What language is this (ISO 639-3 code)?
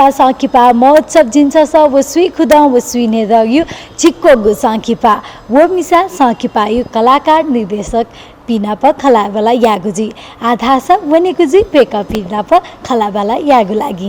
new